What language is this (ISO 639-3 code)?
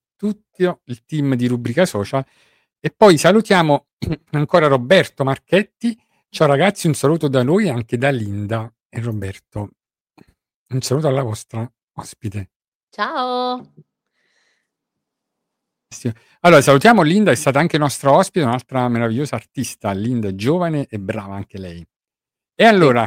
ita